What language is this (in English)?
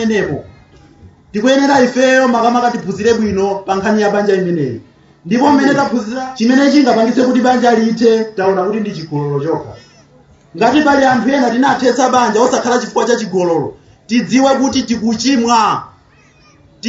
Nyanja